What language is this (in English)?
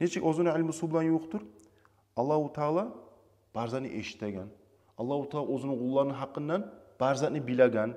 Kumyk